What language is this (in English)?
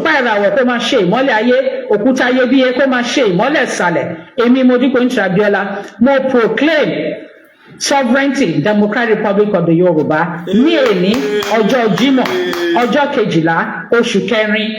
Yoruba